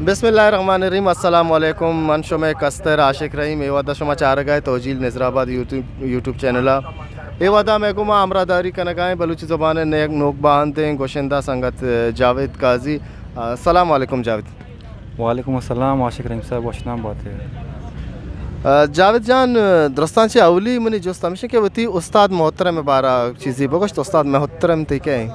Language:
Eastern Balochi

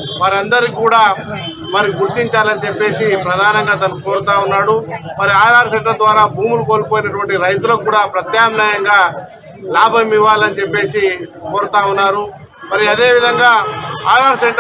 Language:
Telugu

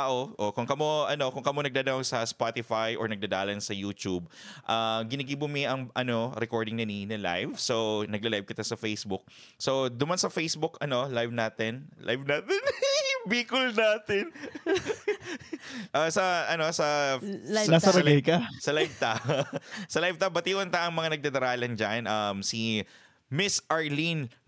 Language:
Bikol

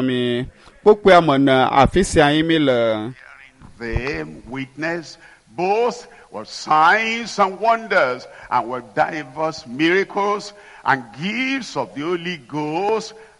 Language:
Ewe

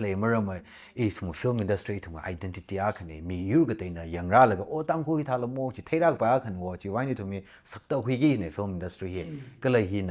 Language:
Tangkhul Naga (India)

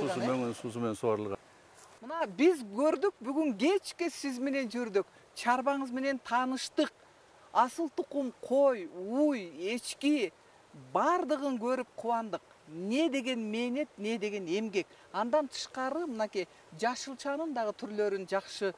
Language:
Kyrgyz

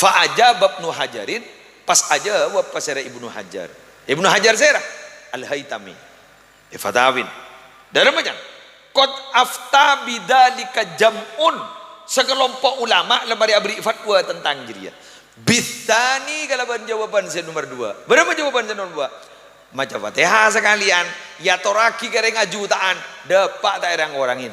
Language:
Madurese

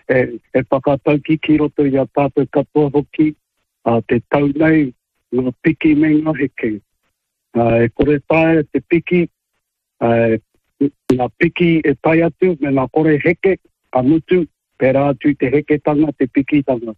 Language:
Māori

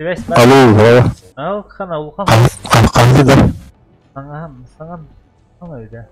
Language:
Yakut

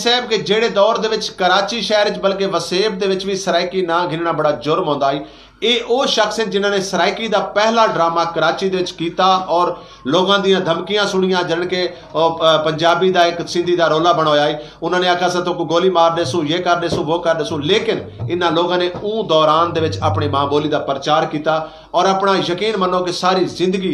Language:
Saraiki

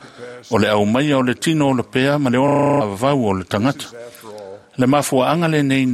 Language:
Samoan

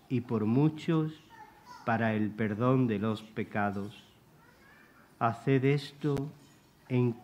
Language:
Spanish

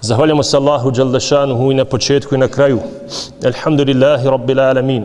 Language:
Bosnian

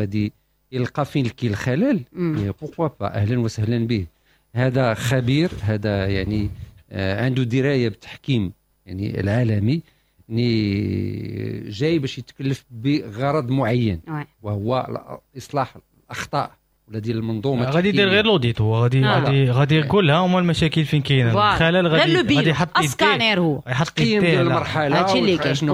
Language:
Moroccan Arabic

